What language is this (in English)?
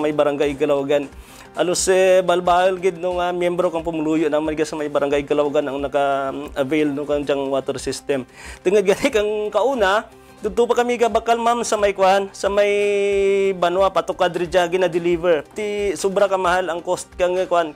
Kinaray-a